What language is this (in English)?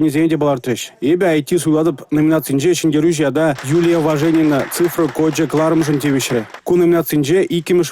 Chuvash